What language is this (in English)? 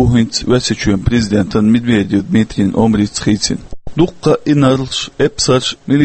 Chechen